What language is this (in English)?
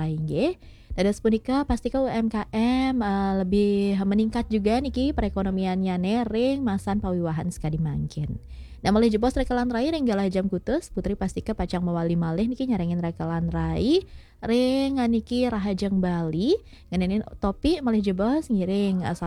Balinese